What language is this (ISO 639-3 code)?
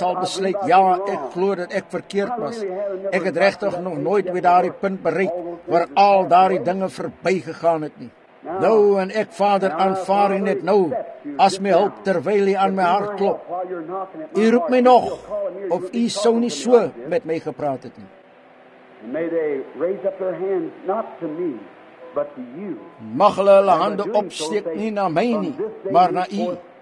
afr